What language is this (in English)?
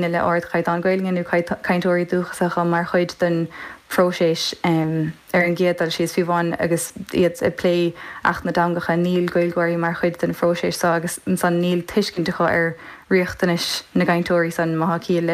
Irish